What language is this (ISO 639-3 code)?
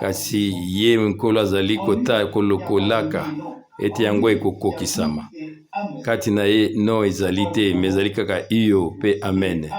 lin